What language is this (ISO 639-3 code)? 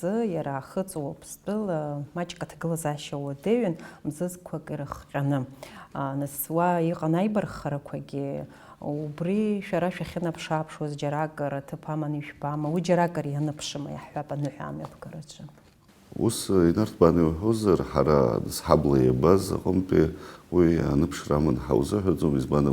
abk